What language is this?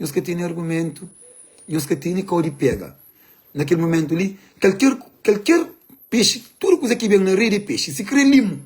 Kabuverdianu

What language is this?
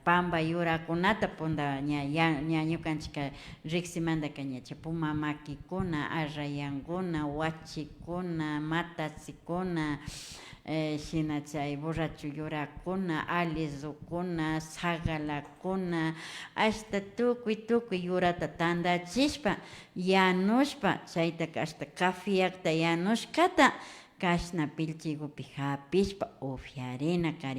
Imbabura Highland Quichua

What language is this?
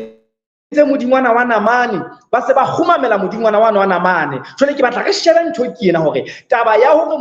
Southern Sotho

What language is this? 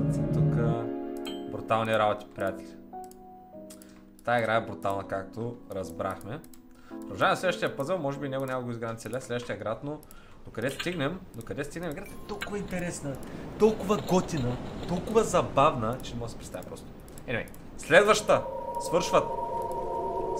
Bulgarian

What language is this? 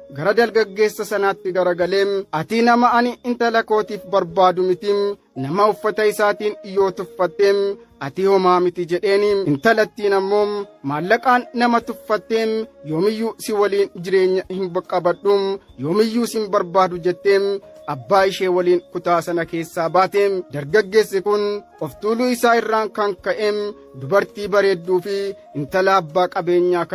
Oromo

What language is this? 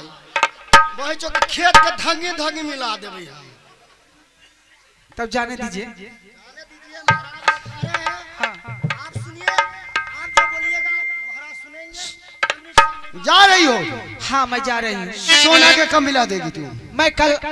Bhojpuri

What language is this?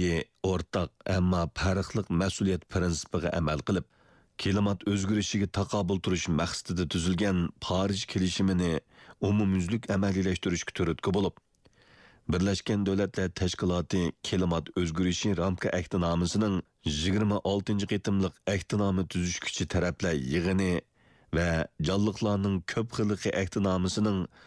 Uyghur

